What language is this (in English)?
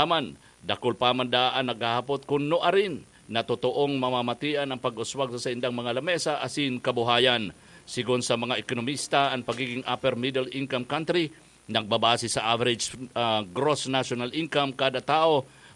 Bikol